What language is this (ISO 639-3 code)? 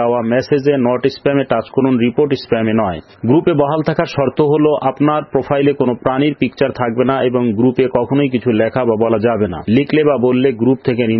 ben